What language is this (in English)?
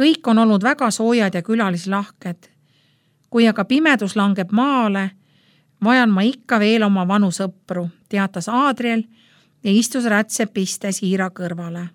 Estonian